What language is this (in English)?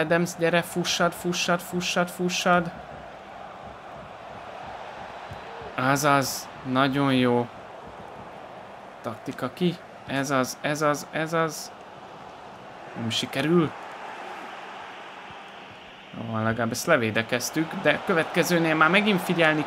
Hungarian